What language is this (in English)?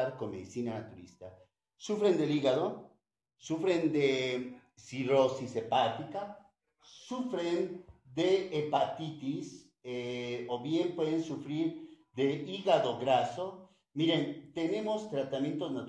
Spanish